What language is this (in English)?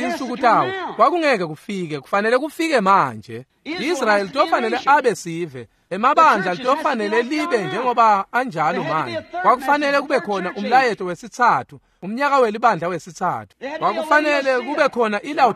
Swati